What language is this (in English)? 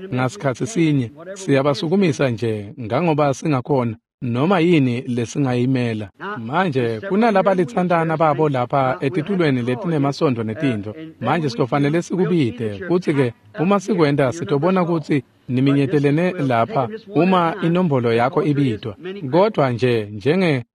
Swati